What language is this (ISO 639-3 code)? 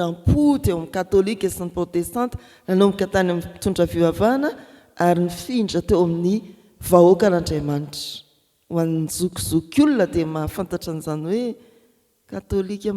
mlg